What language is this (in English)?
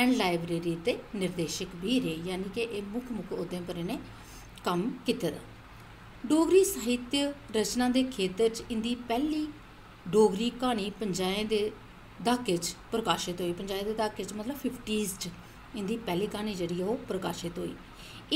Dogri